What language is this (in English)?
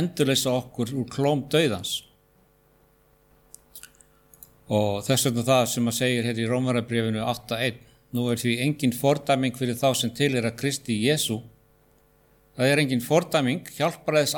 Icelandic